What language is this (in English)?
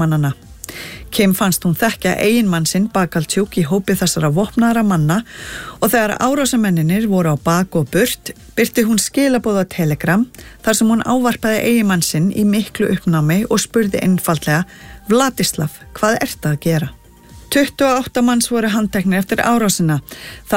Icelandic